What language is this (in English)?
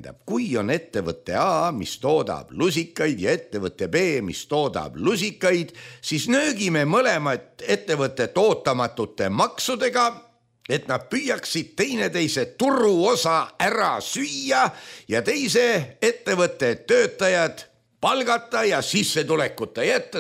Estonian